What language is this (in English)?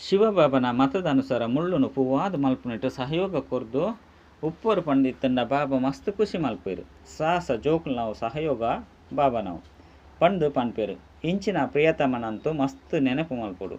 Tulu